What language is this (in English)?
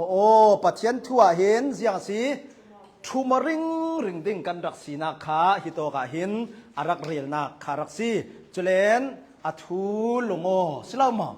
Hakha Chin